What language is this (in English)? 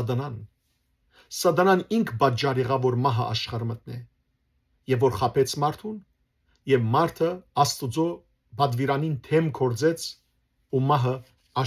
Western Armenian